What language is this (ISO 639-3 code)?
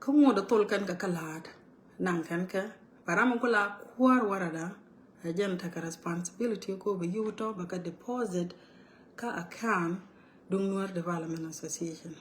nus